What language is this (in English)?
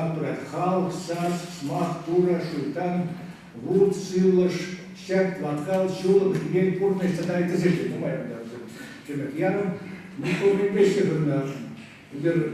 Chuvash